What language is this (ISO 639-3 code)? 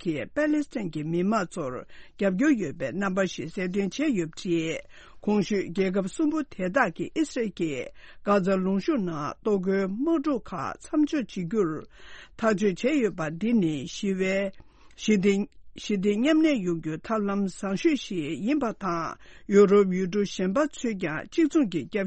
bod